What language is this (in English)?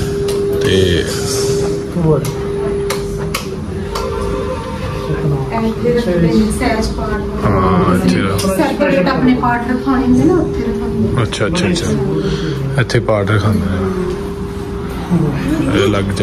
Punjabi